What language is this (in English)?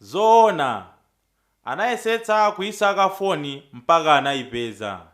Nyanja